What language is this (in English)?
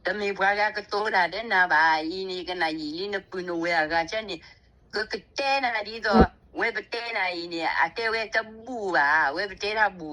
S'gaw Karen